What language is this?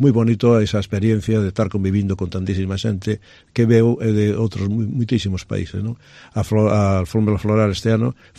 Galician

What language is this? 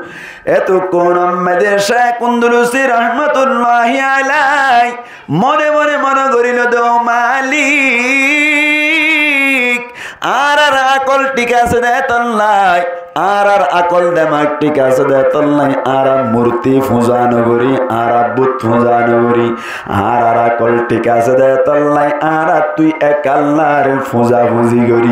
Rohingya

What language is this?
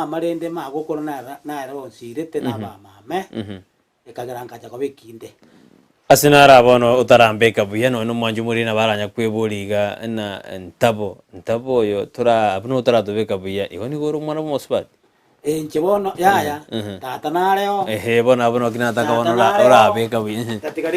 Gusii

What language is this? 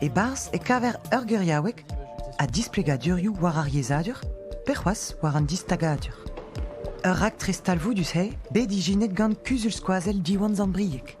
Breton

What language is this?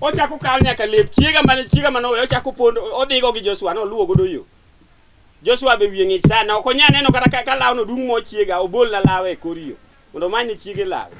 Luo (Kenya and Tanzania)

